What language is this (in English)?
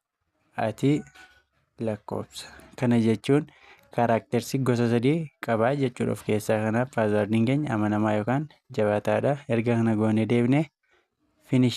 Oromo